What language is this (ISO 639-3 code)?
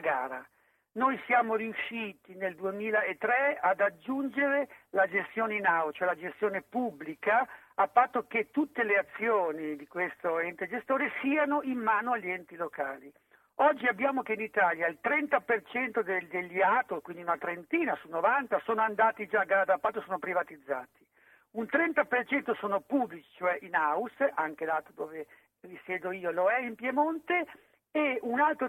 ita